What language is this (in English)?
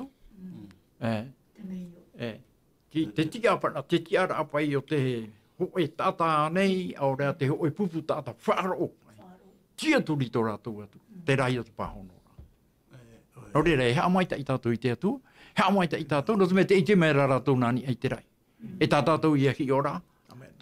Tahitian